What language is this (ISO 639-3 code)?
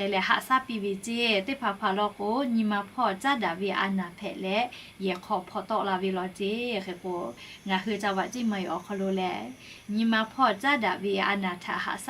lhu